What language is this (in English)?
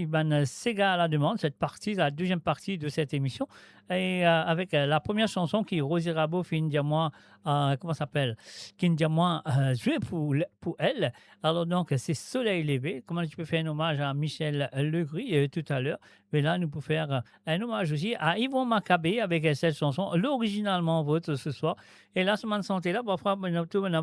Morisyen